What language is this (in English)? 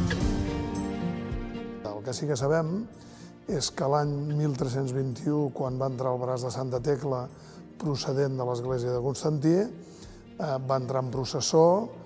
Catalan